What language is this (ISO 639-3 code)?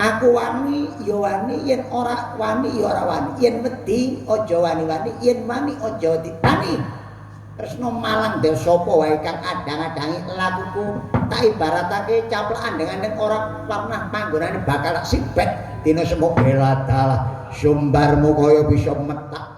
jav